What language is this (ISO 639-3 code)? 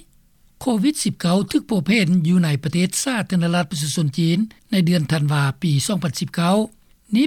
lao